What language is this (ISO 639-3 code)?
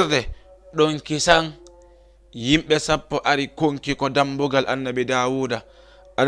ful